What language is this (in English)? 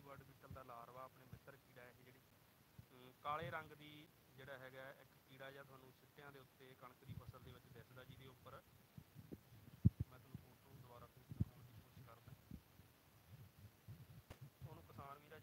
Punjabi